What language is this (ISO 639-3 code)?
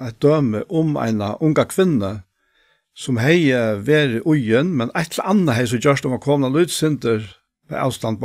fao